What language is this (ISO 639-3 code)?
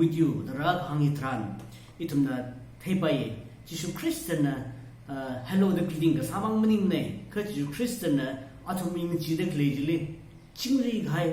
nmf